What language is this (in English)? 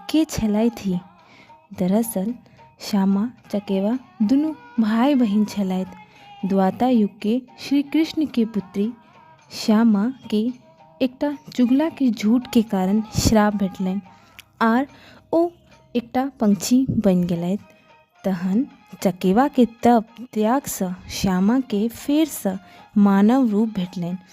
Maithili